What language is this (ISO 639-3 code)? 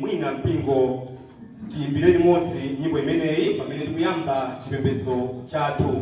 nya